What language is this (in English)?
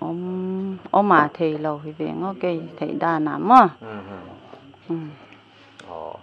Paite Chin